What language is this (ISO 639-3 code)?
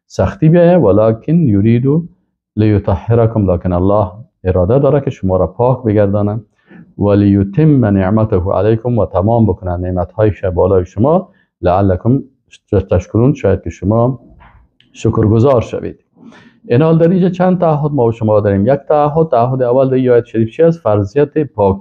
fas